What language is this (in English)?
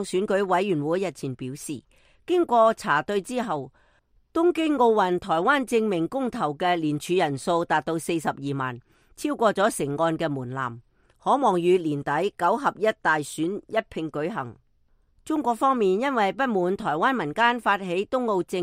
Cantonese